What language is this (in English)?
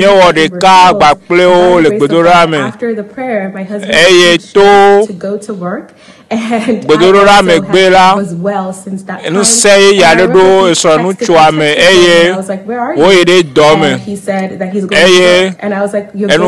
Ewe